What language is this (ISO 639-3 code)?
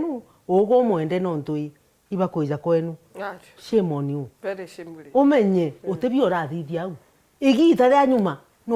mer